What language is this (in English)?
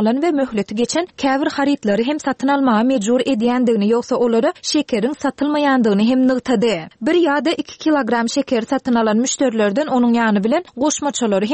Turkmen